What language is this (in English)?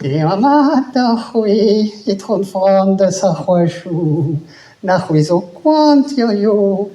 Breton